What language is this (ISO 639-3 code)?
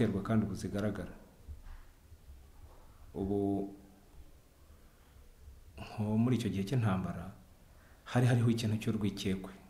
kin